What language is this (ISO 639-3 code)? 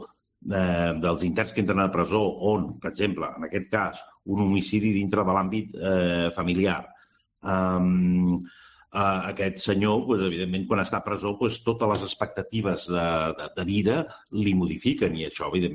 cat